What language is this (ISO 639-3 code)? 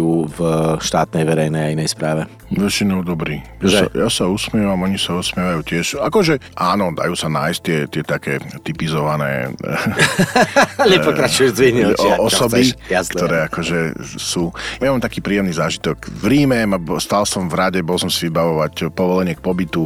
slk